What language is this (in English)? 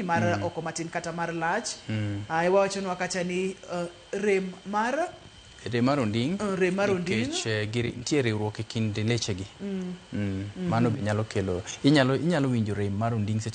Luo (Kenya and Tanzania)